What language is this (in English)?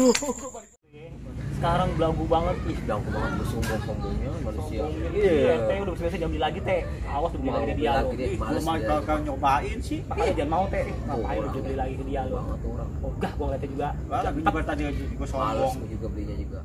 Betawi